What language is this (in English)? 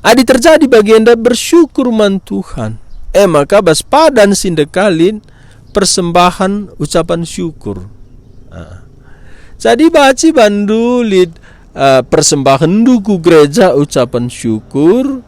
Batak Karo